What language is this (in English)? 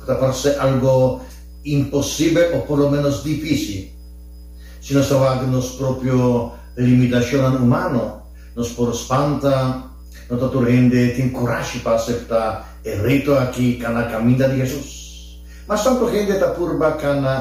Papiamento